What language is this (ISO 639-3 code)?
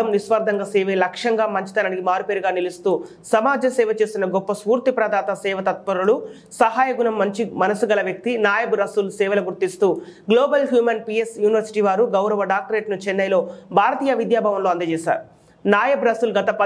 tel